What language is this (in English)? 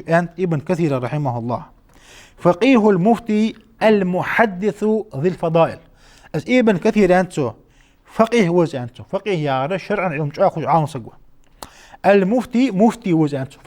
Ingush